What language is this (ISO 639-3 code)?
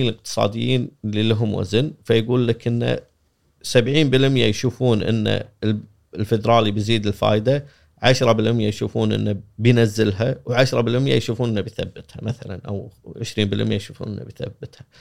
afb